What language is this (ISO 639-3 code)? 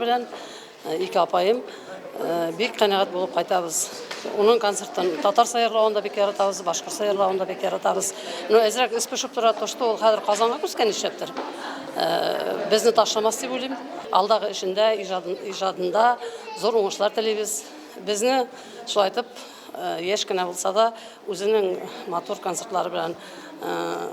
bak